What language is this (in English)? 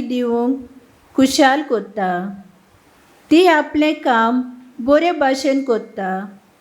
Konkani